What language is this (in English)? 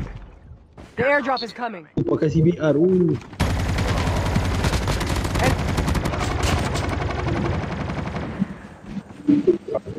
Malay